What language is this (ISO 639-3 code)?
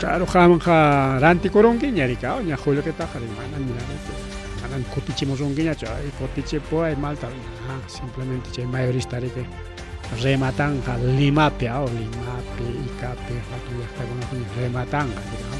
quy